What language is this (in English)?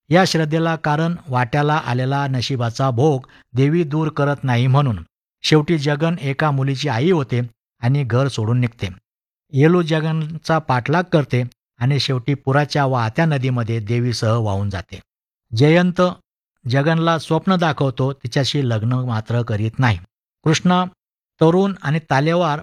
Marathi